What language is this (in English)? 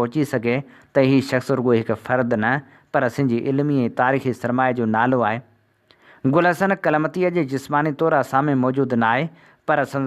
Sindhi